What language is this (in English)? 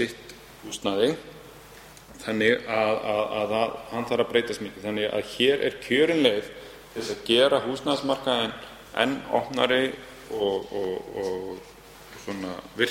Icelandic